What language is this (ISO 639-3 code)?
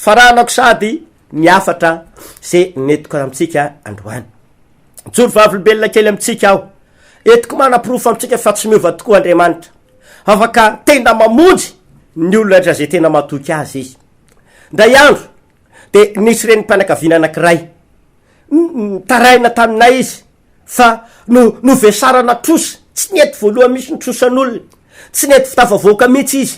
mlg